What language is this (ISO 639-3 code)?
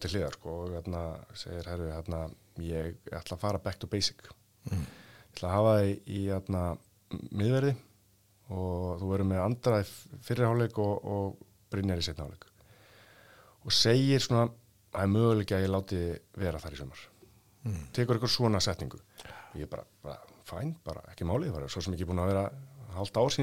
isl